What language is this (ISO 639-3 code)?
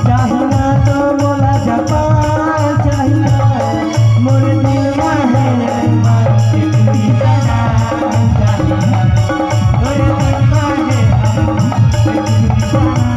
hne